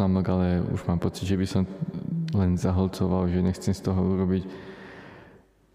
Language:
Slovak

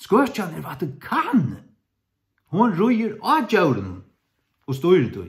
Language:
Faroese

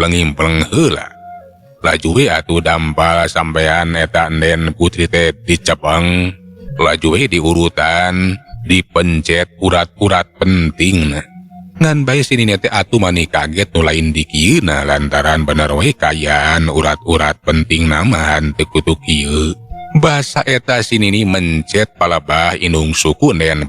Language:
Sundanese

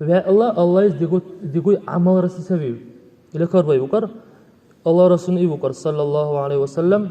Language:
Dargwa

